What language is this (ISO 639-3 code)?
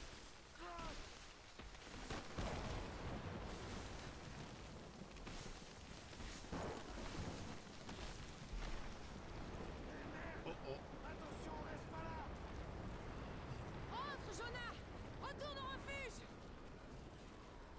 fra